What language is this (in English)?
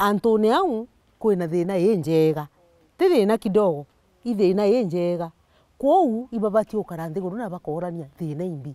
Meru